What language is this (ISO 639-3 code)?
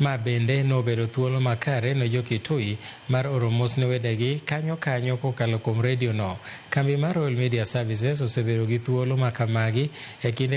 luo